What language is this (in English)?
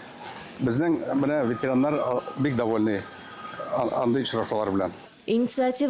Tatar